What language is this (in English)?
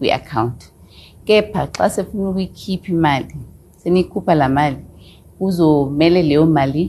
Xhosa